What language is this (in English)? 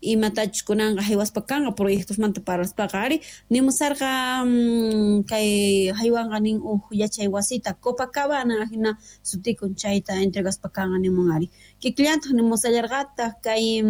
Quechua